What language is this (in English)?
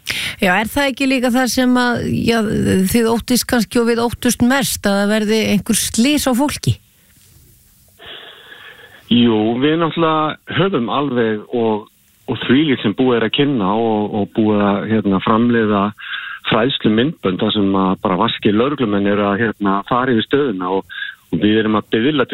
Icelandic